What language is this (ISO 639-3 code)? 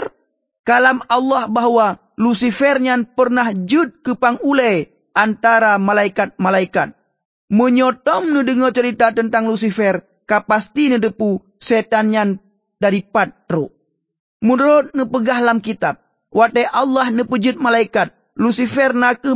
ace